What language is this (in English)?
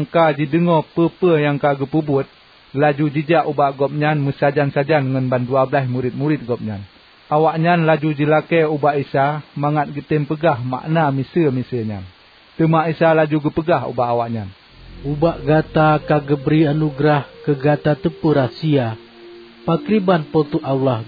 Achinese